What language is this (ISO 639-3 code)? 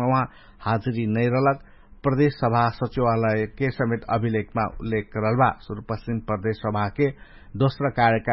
thl